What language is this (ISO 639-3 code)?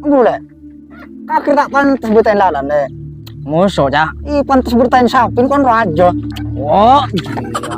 mad